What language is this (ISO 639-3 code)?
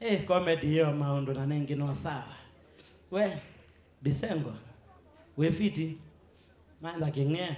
kam